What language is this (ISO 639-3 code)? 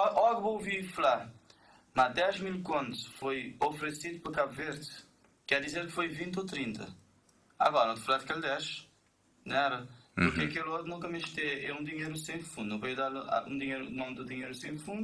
kea